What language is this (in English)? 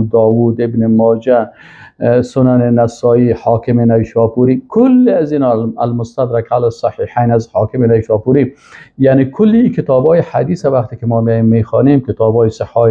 Persian